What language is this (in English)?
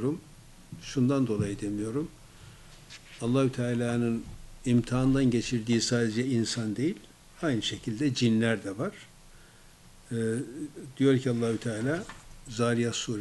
Turkish